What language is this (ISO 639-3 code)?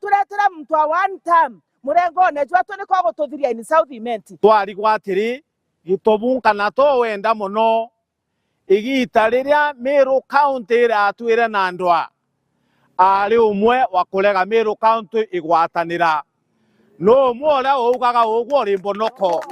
mer